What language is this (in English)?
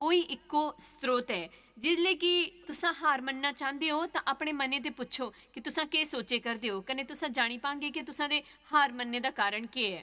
Dogri